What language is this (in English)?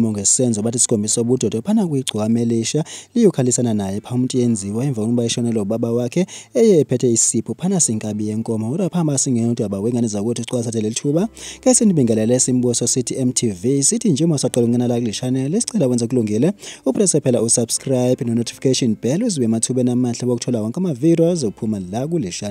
Zulu